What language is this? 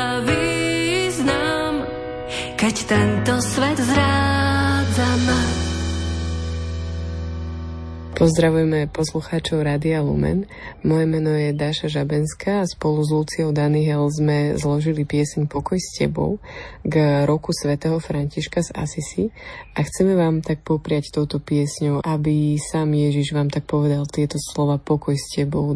Slovak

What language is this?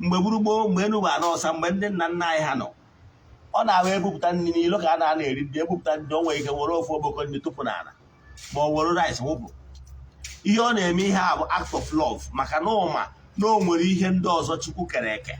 Igbo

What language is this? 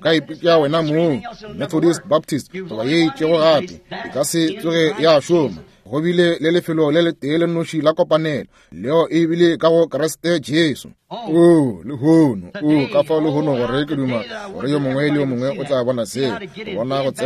Northern Sotho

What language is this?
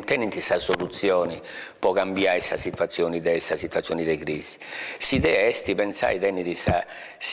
Sardinian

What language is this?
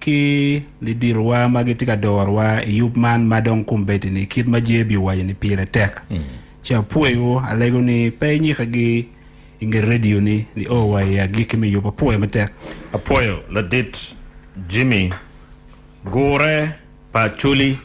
Acoli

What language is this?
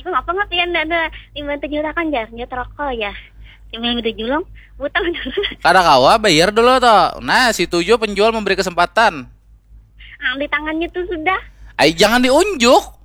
Banjar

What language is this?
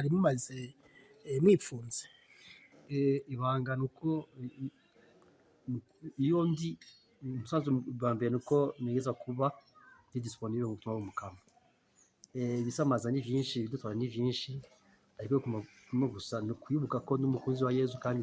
Rundi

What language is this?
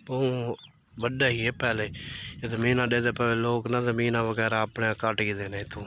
Saraiki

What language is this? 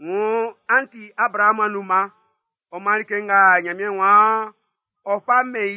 Baoulé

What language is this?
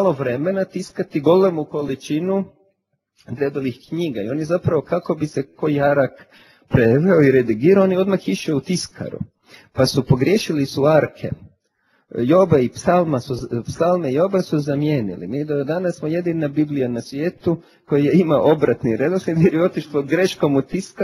Croatian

